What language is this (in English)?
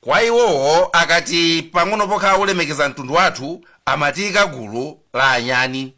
Nyanja